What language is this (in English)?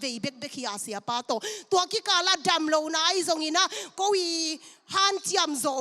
Tedim Chin